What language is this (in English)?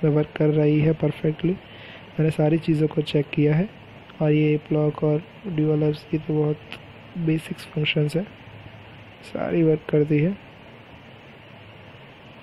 Hindi